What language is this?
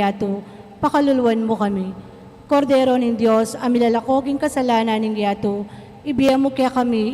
Pampanga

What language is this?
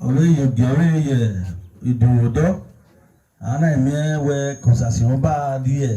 Bini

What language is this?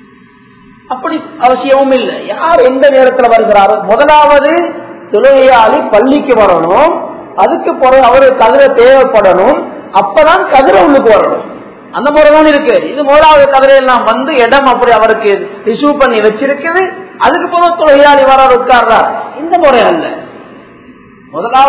Tamil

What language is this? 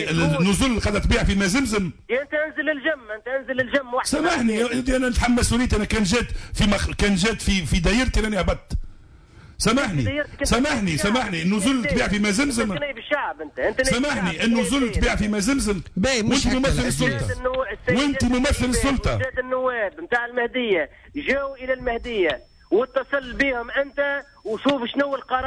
Tunisian Arabic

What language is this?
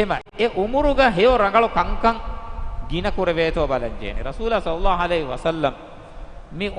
Divehi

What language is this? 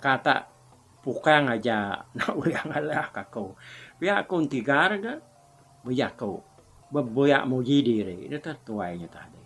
Iban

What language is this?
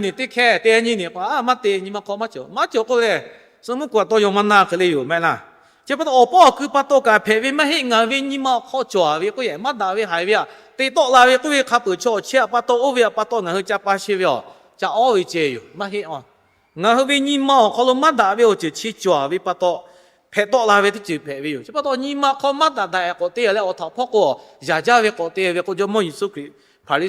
Lahu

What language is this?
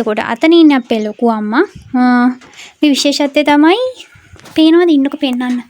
Sinhala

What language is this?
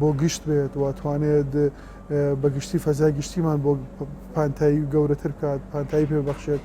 Central Kurdish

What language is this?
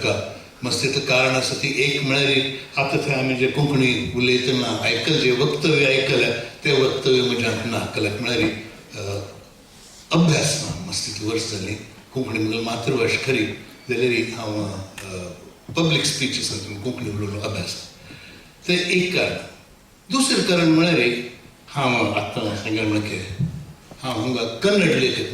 Konkani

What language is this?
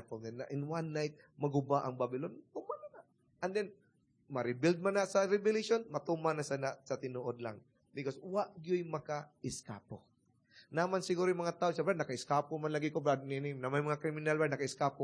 Cebuano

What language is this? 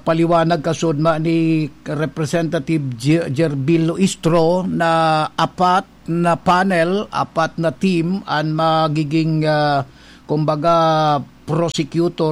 Bikol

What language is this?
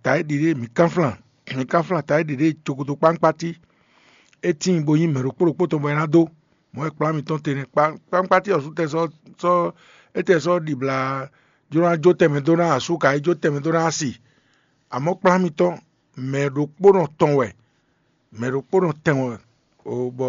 Fon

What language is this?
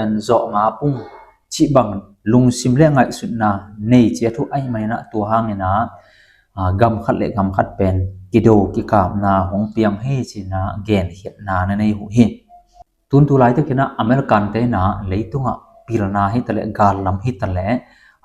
Tedim Chin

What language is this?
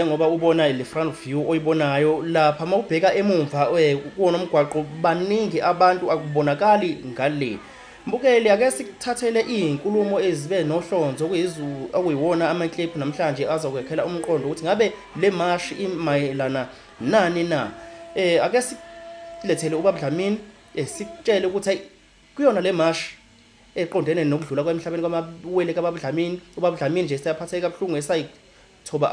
Zulu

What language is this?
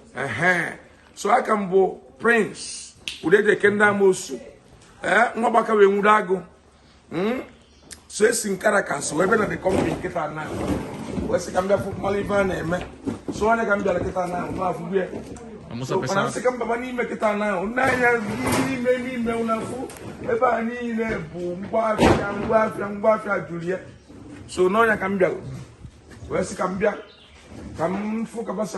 Igbo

